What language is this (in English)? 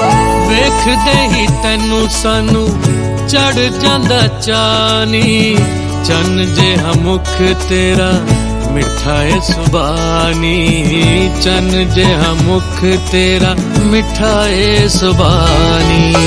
Punjabi